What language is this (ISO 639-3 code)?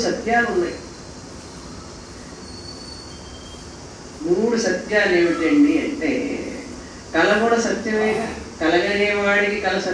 tel